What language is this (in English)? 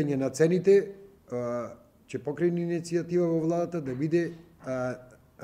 Macedonian